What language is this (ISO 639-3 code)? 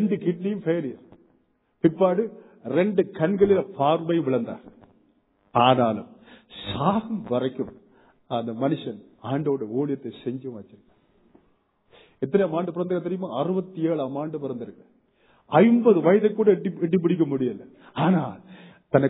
tam